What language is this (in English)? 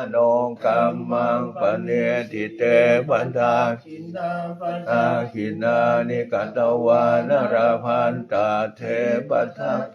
Pali